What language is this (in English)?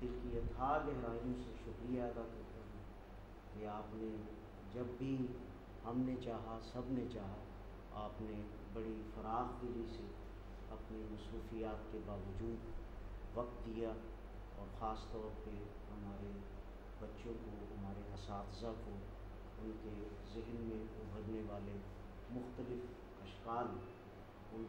Urdu